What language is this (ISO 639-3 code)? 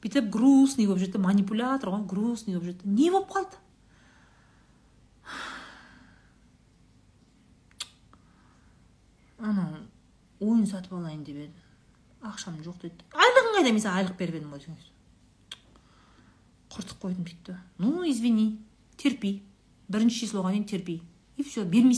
kaz